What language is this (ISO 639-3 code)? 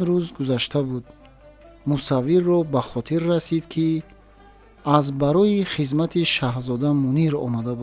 tgk